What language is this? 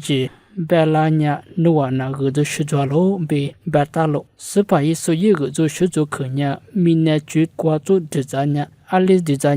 Lisu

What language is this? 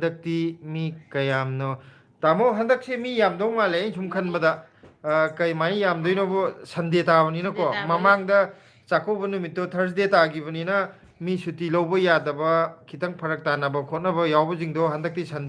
Manipuri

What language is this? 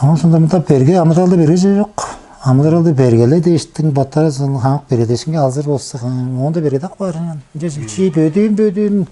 Tuvinian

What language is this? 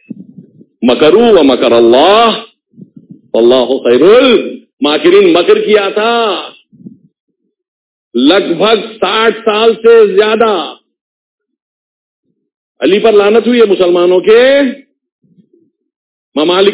Urdu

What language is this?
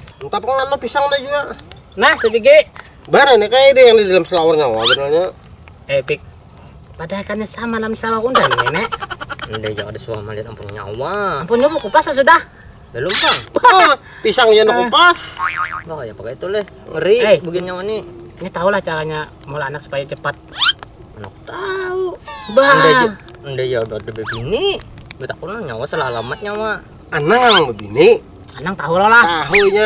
Banjar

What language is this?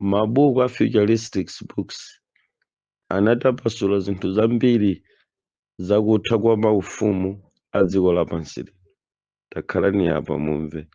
Nyanja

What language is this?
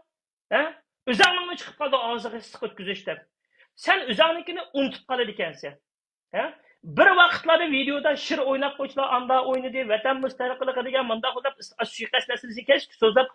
Uyghur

